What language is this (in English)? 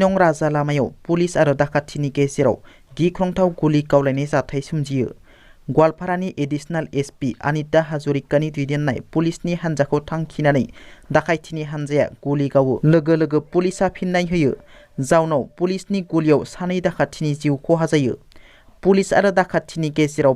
Bodo